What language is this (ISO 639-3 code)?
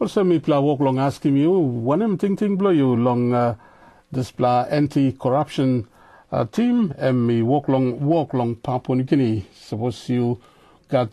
tpi